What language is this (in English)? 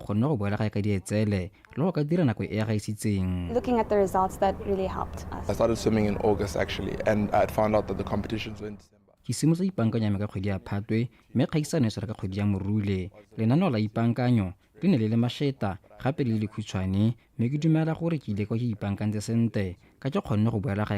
Tswana